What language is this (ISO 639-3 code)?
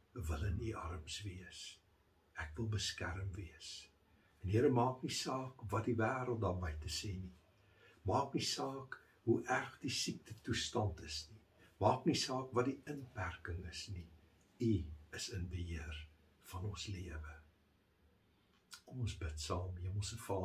afr